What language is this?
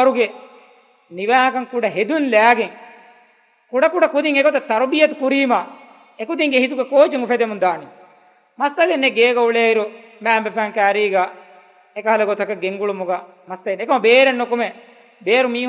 Divehi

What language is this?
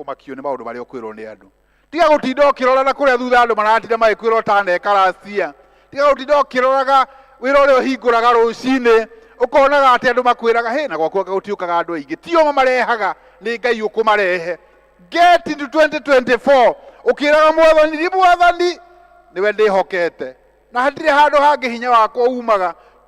Kikuyu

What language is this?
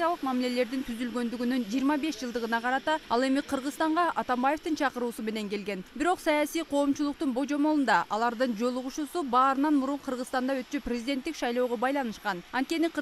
Kyrgyz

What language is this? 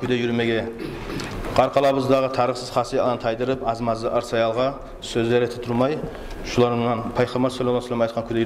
Kumyk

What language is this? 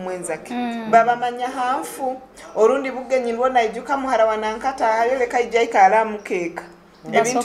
Nyoro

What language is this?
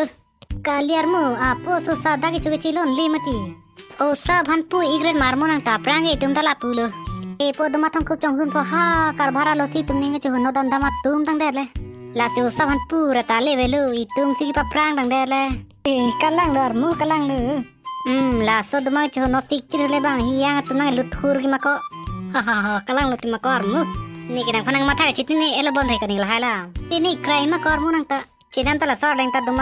Karbi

